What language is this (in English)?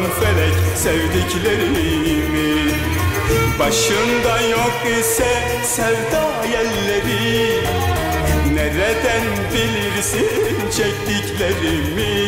Turkish